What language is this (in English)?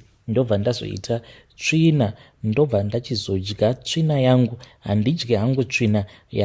Shona